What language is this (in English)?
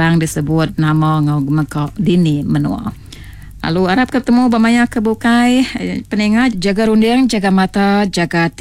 Iban